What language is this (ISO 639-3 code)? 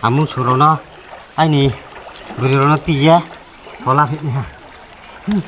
ria